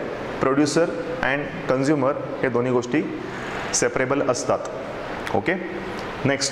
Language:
Marathi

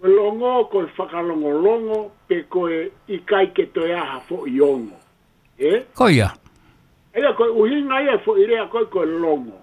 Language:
Tongan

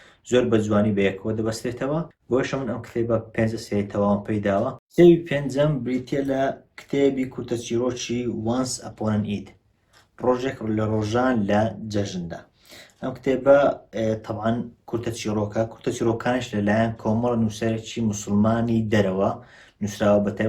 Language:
Central Kurdish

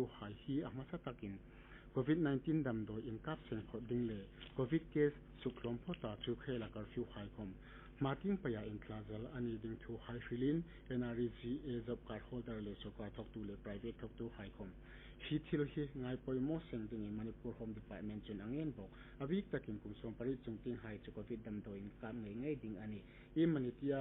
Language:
Hmar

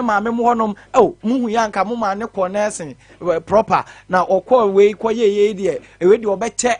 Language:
Akan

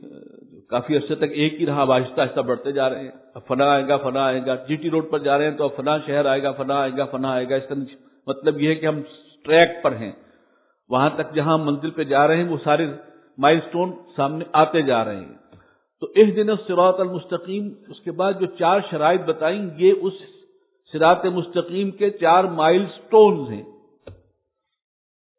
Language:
Urdu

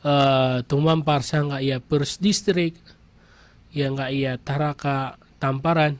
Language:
Maranao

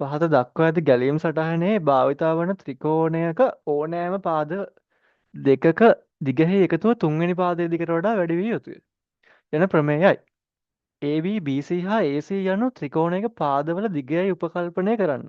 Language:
Sinhala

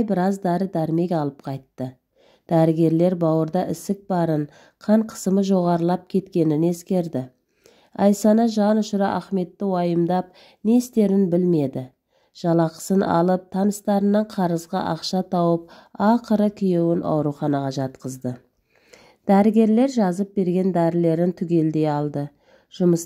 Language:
Kazakh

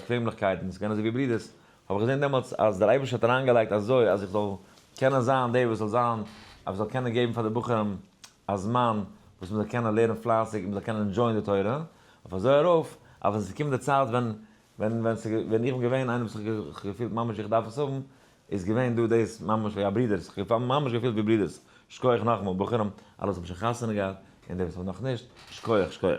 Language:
Yiddish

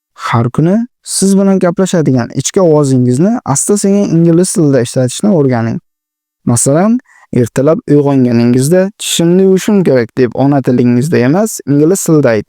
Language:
Uzbek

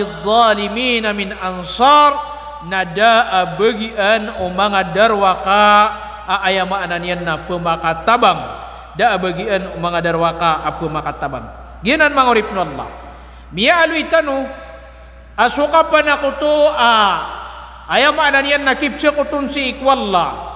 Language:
Maranao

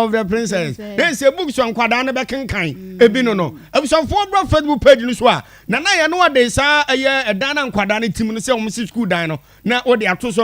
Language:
Akan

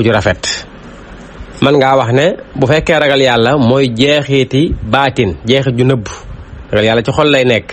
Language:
Wolof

